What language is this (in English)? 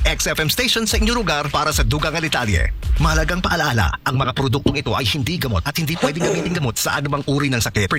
Filipino